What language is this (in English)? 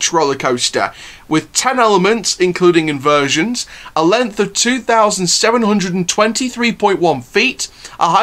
English